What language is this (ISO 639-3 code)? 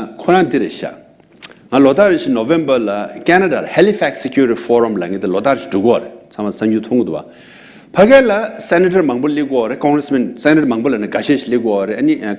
bod